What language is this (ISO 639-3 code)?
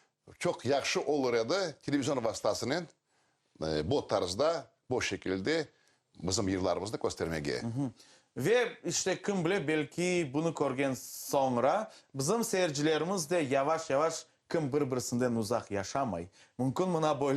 crh